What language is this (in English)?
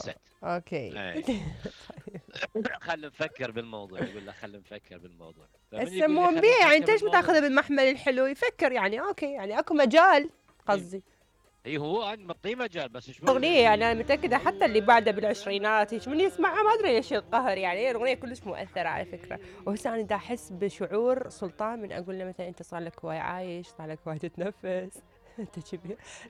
Mesopotamian Arabic